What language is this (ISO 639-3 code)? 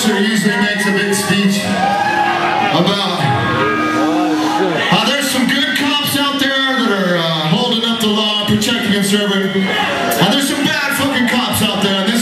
eng